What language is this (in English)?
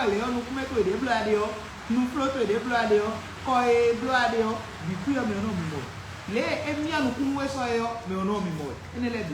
Fon